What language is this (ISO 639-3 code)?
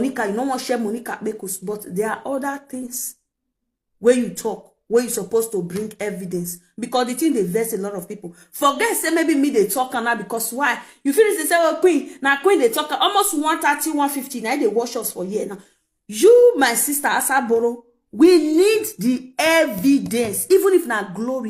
pcm